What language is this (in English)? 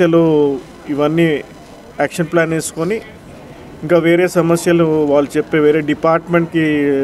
Telugu